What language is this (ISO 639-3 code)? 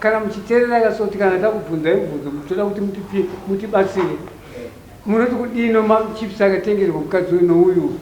sna